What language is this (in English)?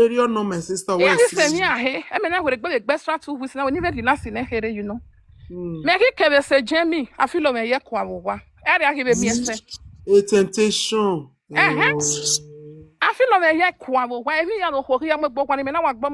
Nigerian Pidgin